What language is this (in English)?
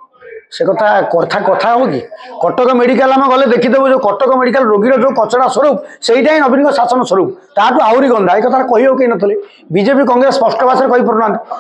Odia